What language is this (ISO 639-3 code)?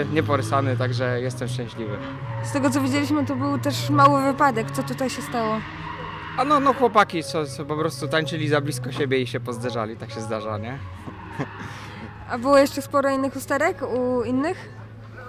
pol